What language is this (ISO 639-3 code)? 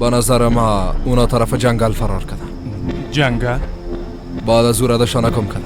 fas